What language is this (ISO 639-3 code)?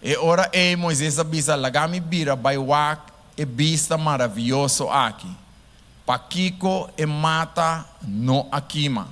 pap